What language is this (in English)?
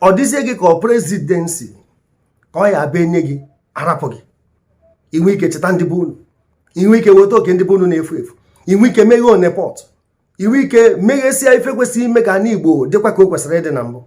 Igbo